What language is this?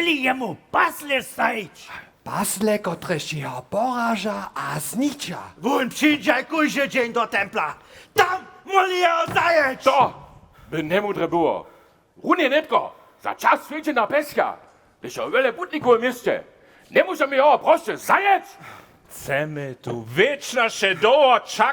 Upper Sorbian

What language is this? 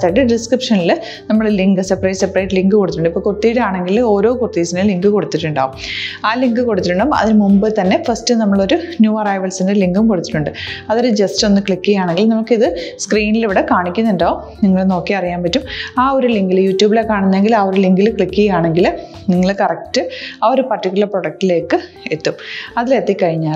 Malayalam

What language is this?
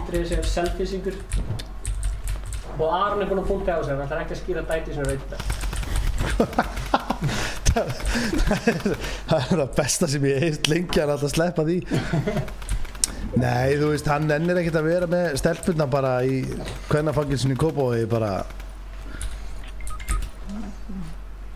Icelandic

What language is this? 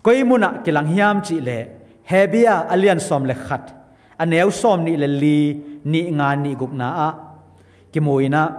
Tedim Chin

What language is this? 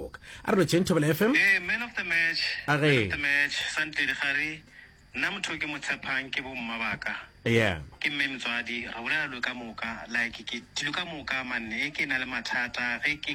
Northern Sotho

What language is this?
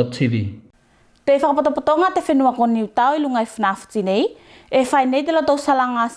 Tuvalu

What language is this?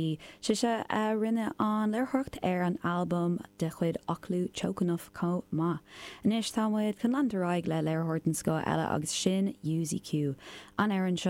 Irish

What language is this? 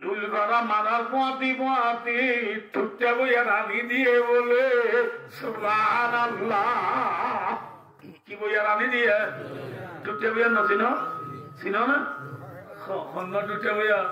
Rohingya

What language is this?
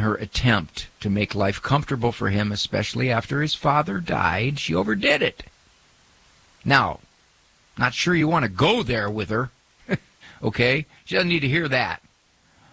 English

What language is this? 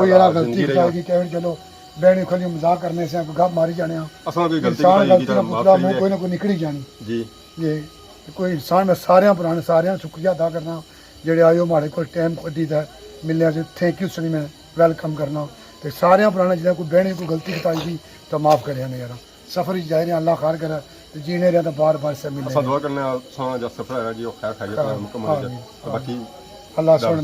Pahari-Potwari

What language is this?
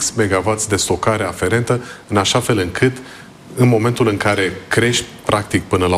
Romanian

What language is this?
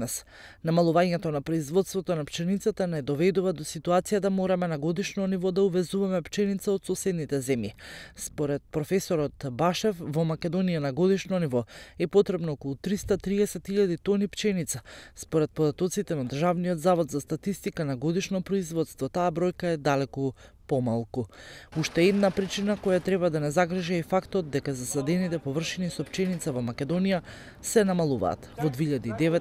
Macedonian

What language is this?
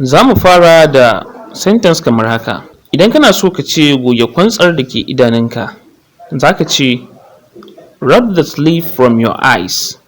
Hausa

